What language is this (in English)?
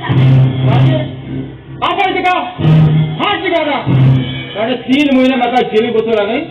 Konkani